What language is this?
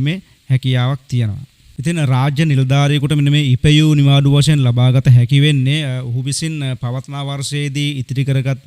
Sinhala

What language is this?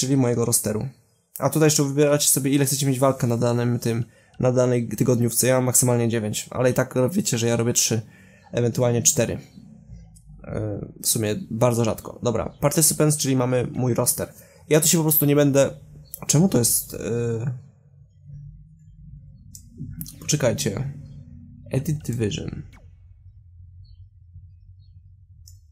Polish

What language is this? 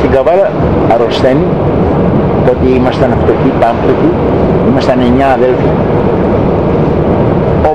Greek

